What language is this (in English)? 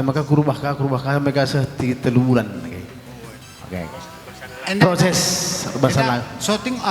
Batak Karo